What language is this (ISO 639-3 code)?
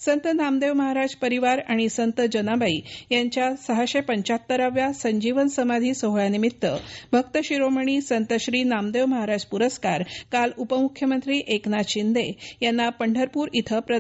mar